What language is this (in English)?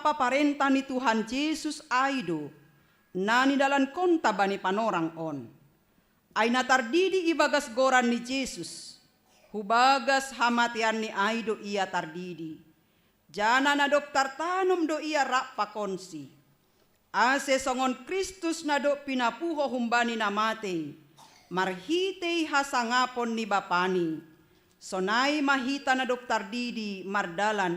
Batak Simalungun